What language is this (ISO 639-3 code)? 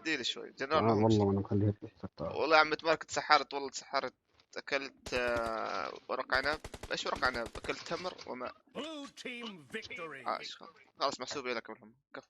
apc